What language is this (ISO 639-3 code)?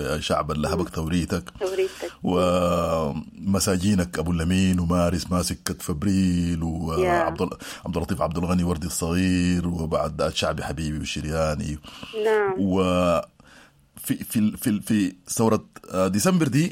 apd